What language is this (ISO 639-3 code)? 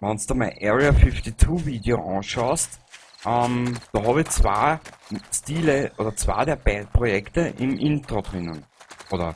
bar